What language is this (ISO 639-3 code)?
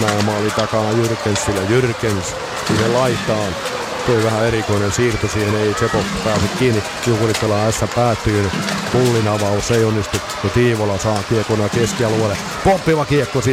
fin